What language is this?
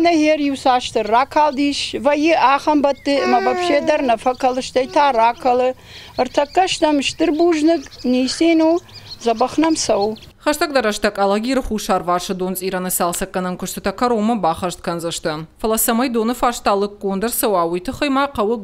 Ossetic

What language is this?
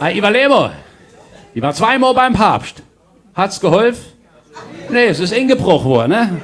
Palatine German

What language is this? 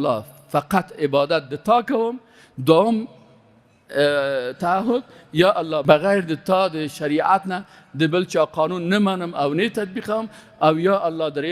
Persian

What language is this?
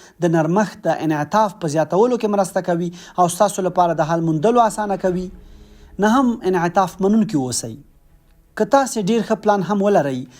Pashto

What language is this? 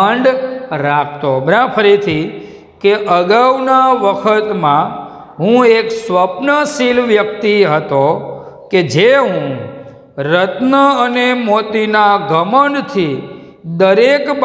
Gujarati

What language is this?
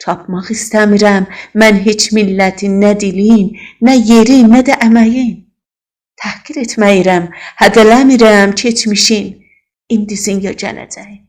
South Azerbaijani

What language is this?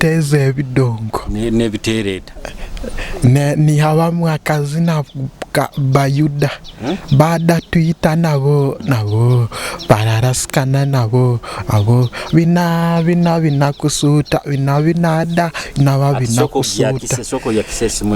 Nyoro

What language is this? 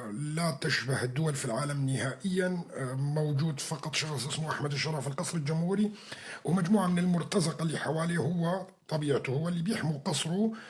North Levantine Arabic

